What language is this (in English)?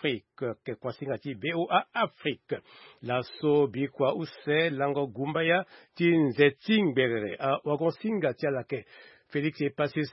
Sango